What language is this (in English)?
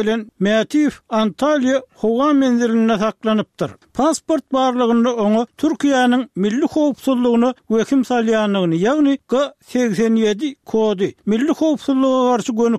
Turkmen